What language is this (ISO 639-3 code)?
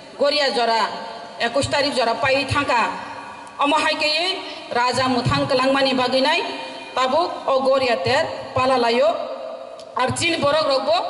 trp